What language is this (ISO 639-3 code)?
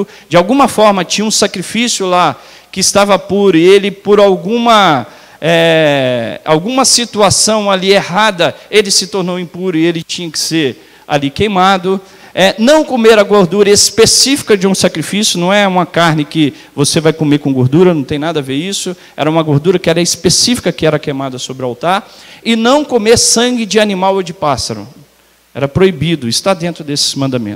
por